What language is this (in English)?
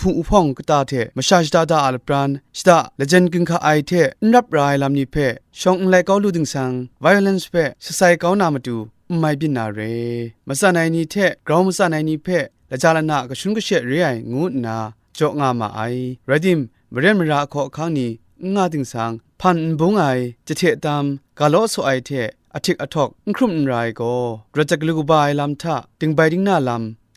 Kachin